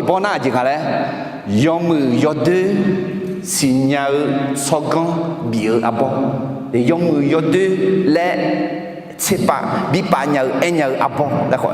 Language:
Akha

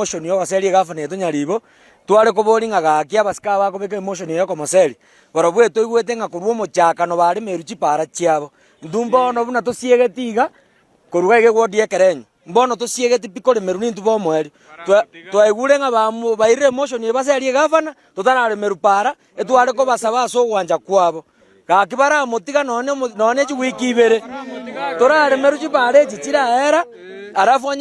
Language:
Gusii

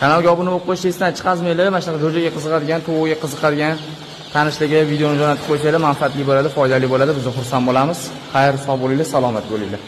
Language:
Uzbek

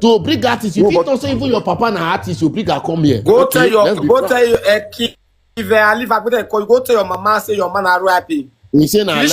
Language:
Nigerian Pidgin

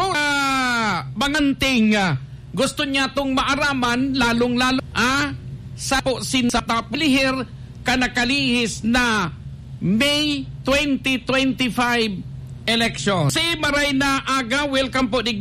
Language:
Bikol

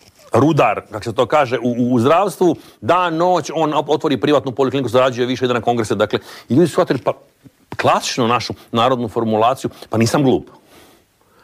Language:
Croatian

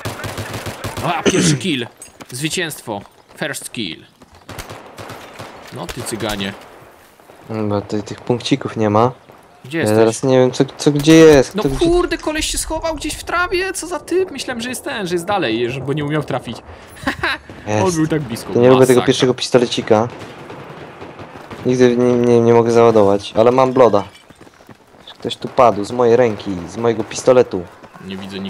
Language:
Polish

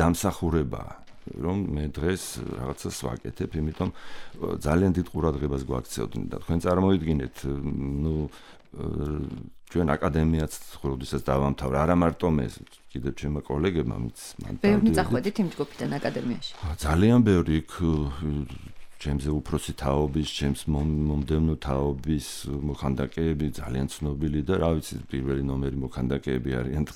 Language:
Georgian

